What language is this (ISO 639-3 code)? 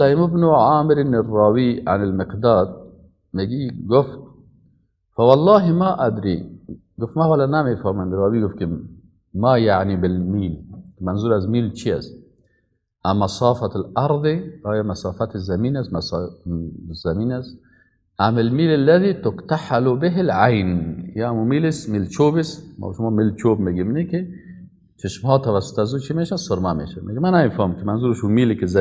fas